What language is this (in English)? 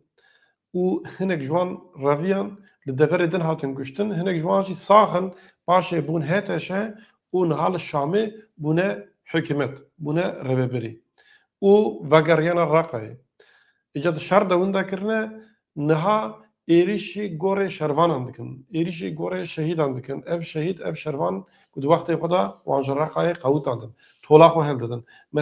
Kurdish